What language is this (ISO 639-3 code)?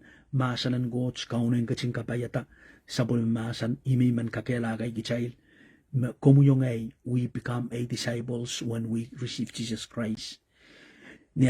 pon